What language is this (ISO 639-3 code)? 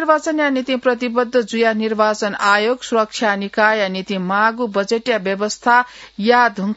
new